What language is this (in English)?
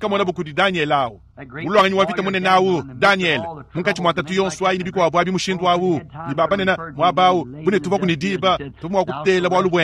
Luba-Lulua